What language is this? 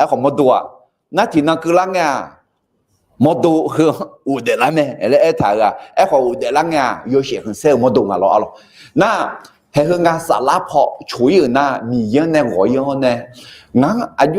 Akha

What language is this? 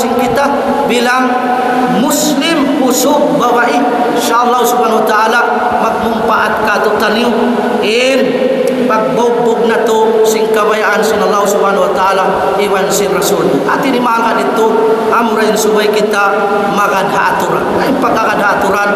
Tausug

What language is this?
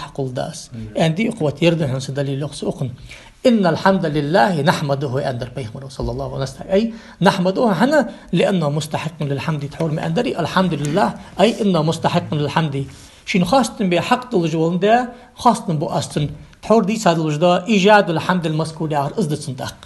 Ingush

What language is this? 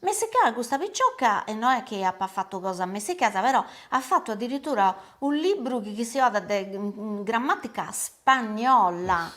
Sardinian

